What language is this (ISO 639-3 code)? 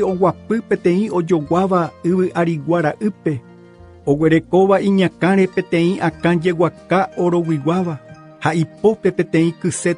grn